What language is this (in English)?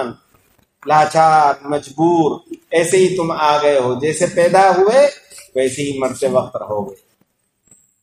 Urdu